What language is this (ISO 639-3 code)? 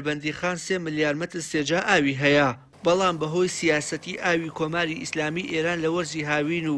ckb